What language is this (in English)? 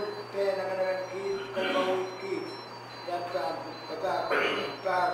Pohnpeian